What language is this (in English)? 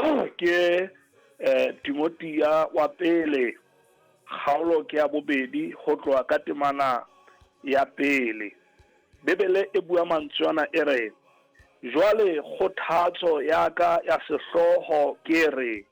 Southern Sotho